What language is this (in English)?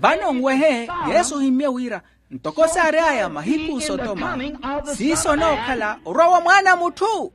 Makhuwa